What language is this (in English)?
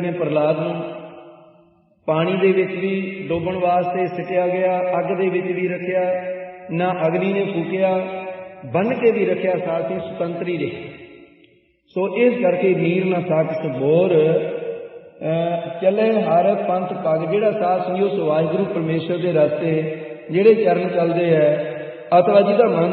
Punjabi